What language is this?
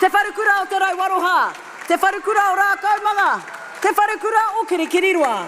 Māori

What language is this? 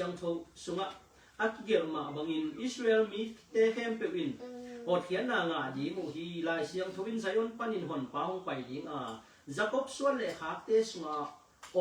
Tedim Chin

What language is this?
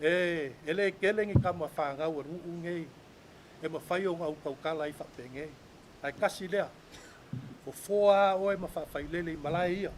Samoan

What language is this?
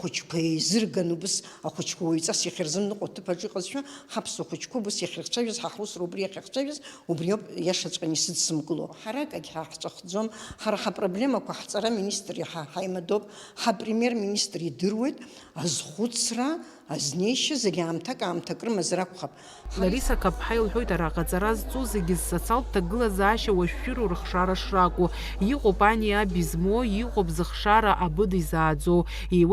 Abkhazian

